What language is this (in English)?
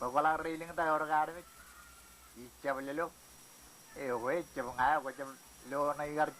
Marshallese